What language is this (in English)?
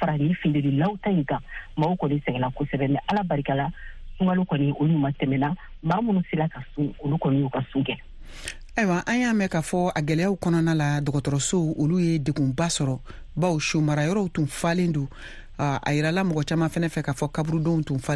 Bambara